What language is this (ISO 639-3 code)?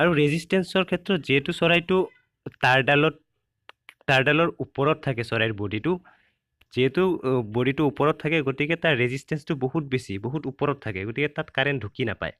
asm